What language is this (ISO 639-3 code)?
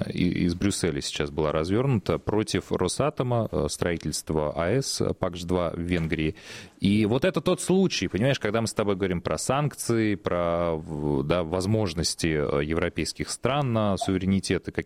rus